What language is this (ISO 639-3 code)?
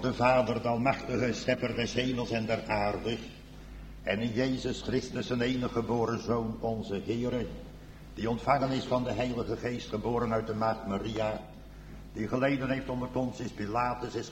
nld